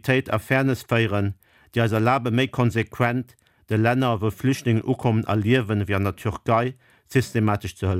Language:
Luxembourgish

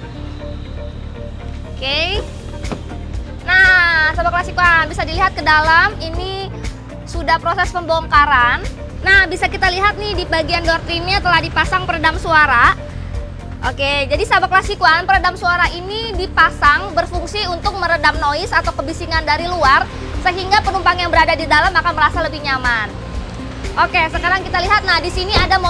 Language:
Indonesian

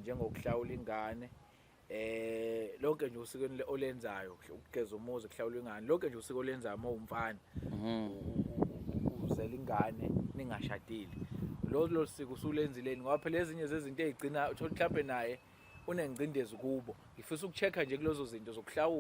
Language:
Zulu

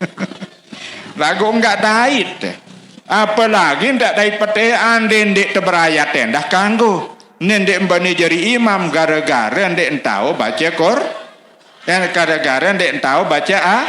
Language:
Sasak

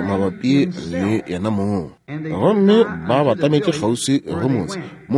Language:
Northern Sotho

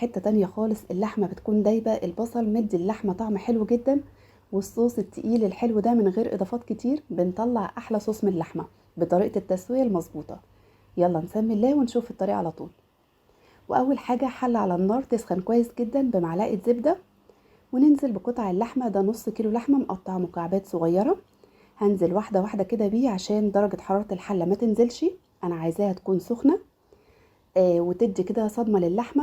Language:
Egyptian Arabic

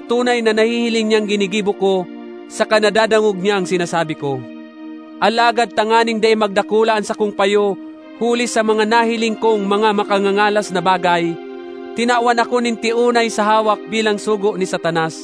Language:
Bikol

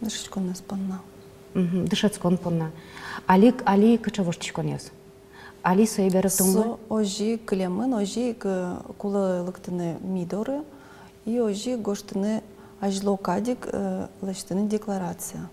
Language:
Udmurt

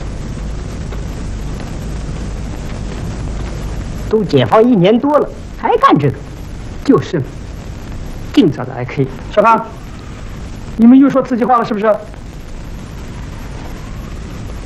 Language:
Chinese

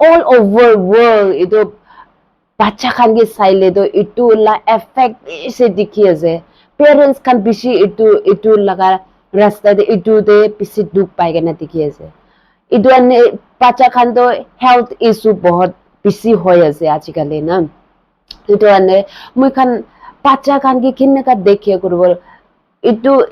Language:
Naga Pidgin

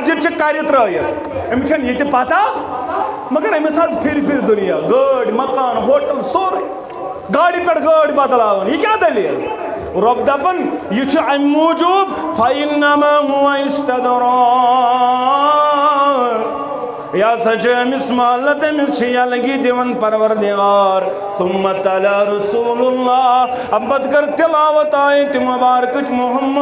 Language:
Kashmiri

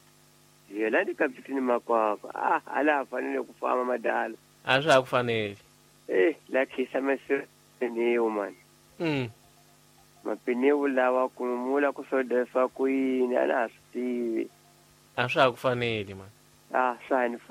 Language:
Tsonga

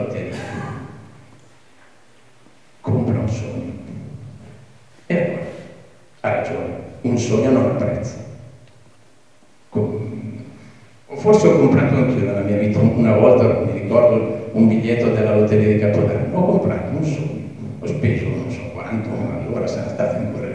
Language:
Italian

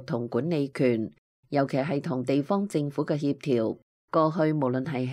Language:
Cantonese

